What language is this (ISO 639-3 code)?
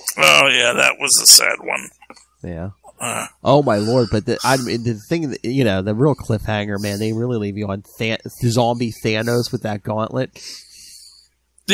eng